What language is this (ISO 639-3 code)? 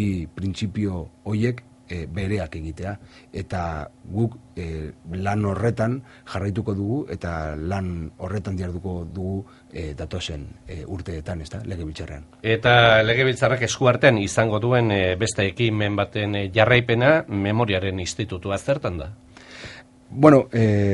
eus